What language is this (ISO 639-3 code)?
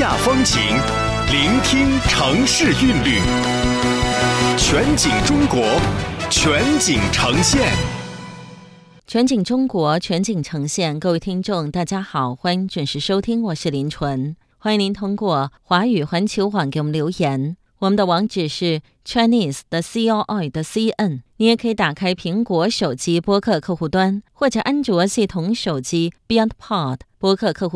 zho